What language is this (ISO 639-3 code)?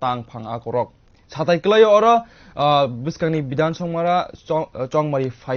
trp